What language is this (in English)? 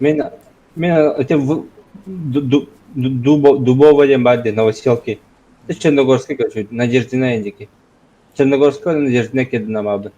Yakut